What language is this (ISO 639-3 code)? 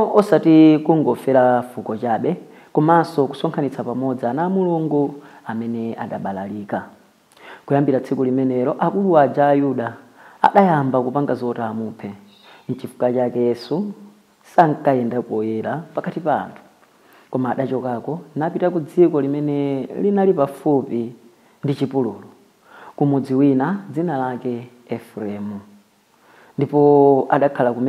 nya